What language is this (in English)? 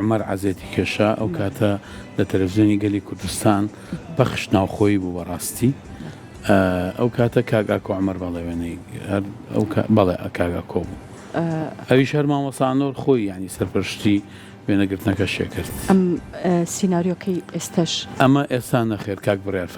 Central Kurdish